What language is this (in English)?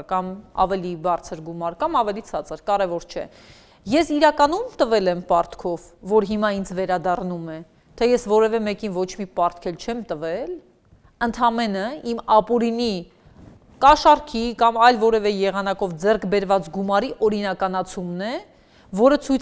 Armenian